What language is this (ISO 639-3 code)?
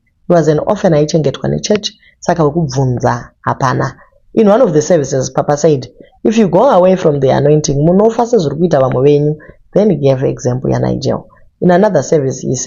sna